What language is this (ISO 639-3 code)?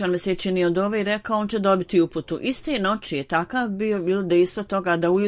bos